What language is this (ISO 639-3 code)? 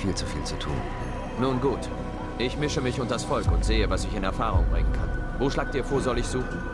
bar